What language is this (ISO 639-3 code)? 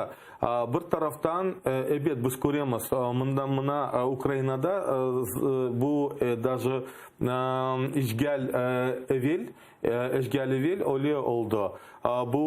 crh